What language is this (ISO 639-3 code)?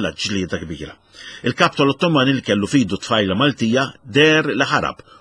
mlt